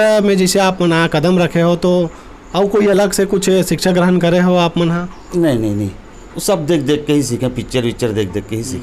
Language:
Chhattisgarhi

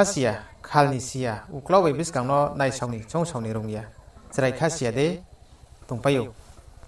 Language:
Riang (India)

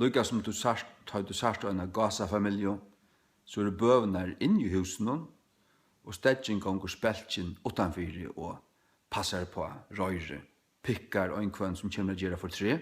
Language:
Faroese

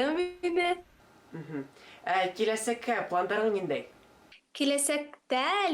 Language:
Bashkir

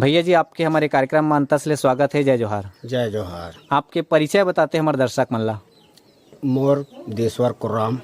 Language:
Chhattisgarhi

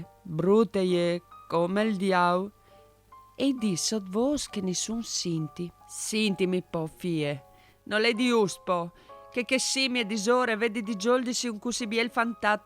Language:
Friulian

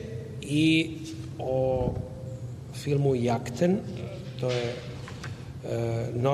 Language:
Serbian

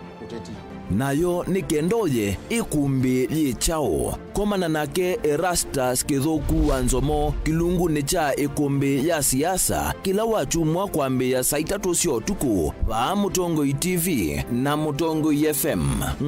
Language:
Kamba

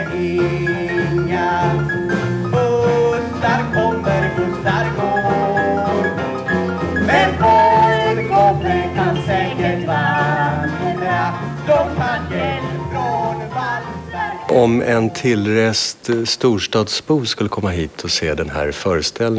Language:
Swedish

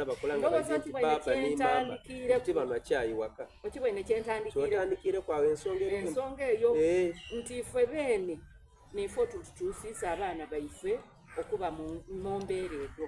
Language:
Soga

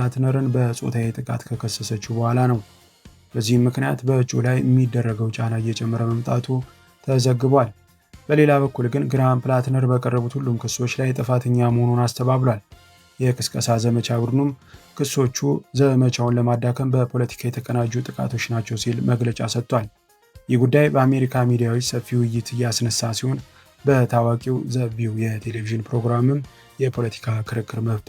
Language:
Amharic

